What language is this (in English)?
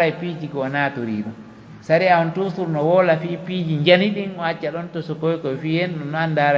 Pular